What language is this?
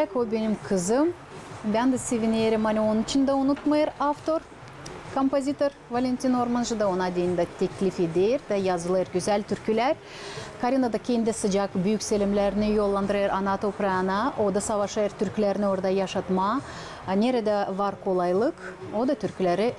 Gagauz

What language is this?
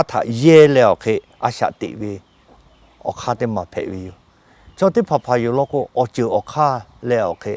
Lahu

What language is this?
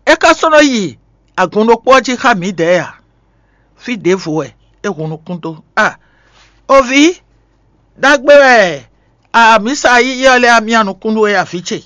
Fon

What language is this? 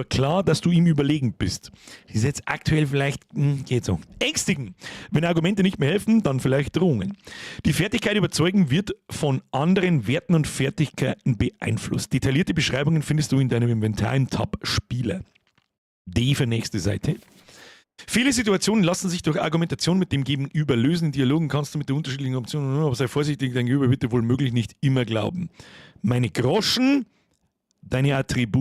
Bavarian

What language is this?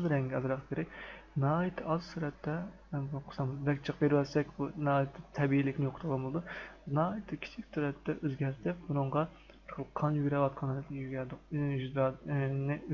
Uyghur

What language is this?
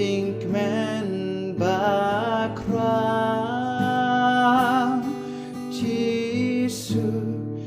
Khasi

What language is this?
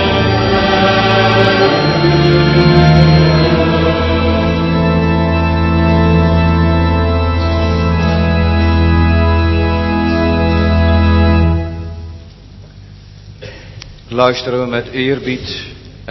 Dutch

